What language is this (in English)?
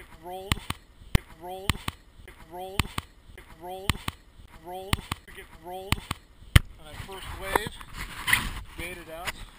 English